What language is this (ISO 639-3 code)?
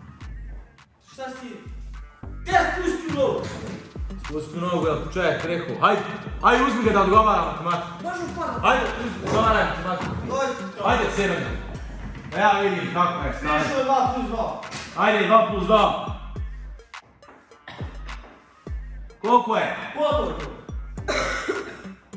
hrv